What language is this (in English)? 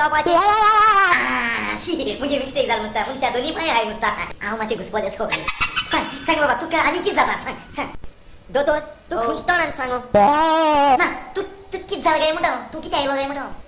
Konkani